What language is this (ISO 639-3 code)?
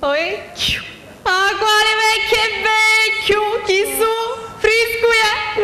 scn